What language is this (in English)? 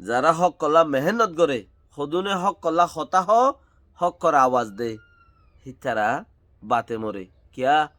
Rohingya